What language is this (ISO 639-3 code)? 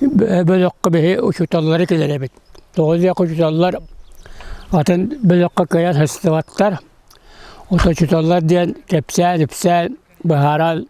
sah